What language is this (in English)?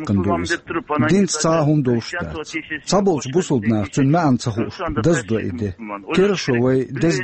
Chechen